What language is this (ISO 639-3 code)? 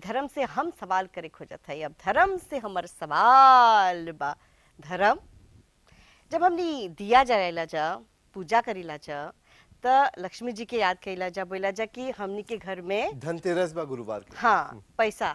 bho